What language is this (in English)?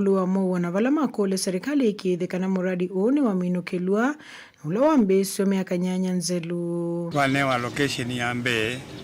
Kamba